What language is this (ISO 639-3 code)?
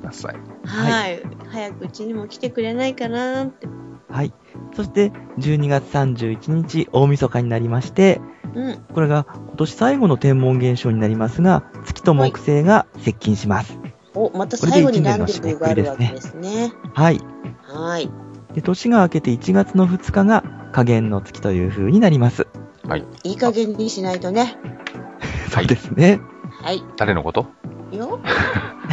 jpn